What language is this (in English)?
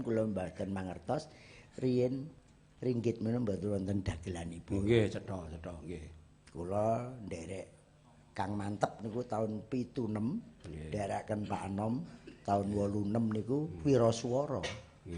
Javanese